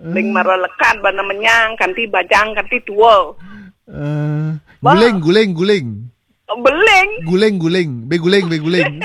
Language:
Balinese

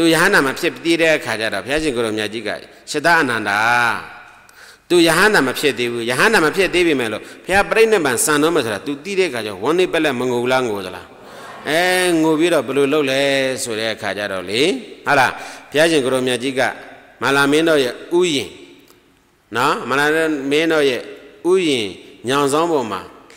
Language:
Burmese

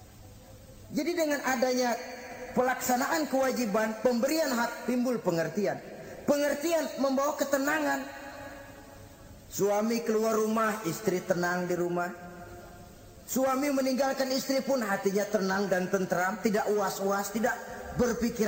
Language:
Indonesian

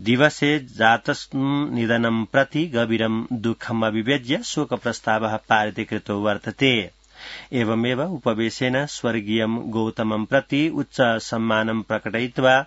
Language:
Sanskrit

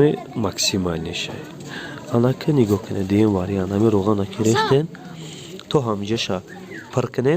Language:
Tajik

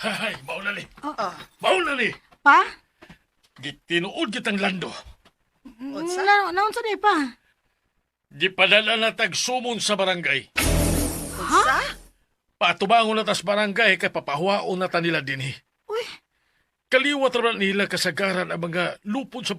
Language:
Cebuano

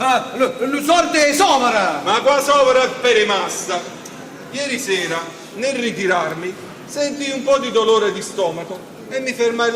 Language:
Neapolitan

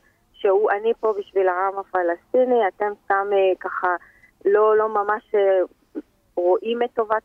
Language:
Hebrew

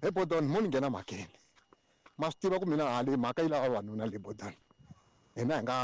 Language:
Tsonga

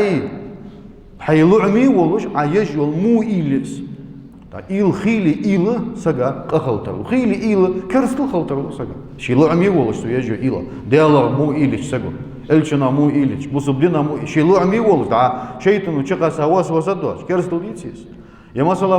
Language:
Ingush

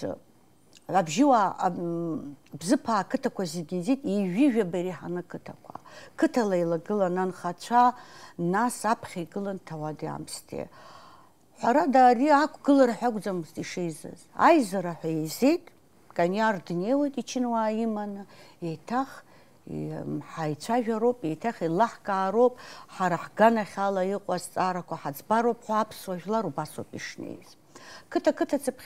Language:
Abkhazian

